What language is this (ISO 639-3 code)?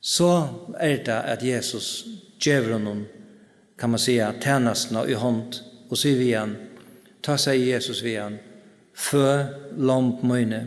fao